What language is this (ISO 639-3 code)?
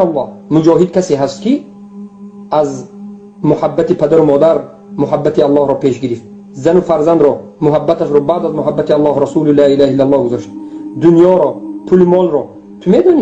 tgk